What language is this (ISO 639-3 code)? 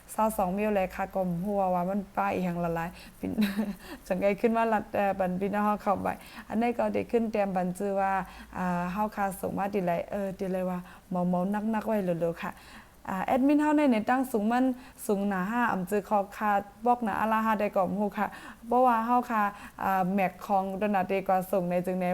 shn